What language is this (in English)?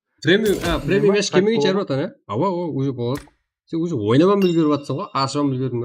Kara-Kalpak